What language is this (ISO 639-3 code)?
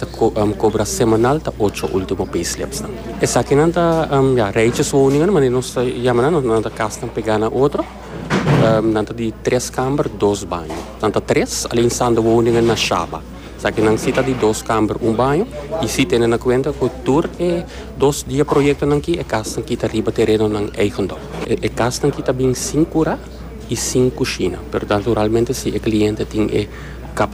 pap